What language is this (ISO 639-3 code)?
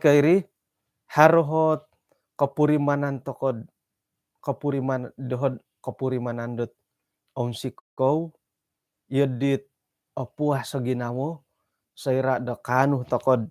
dtp